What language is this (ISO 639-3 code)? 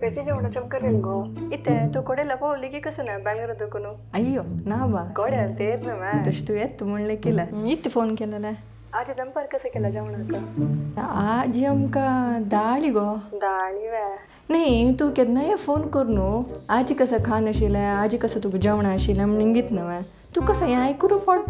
kok